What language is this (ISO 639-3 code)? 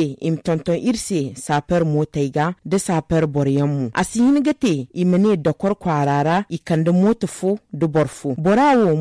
dje